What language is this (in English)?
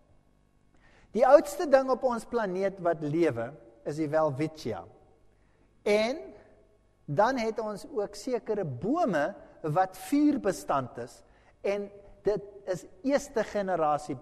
Afrikaans